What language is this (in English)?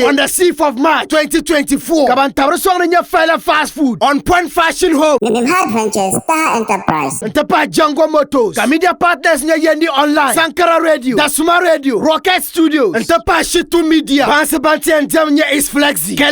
Dagbani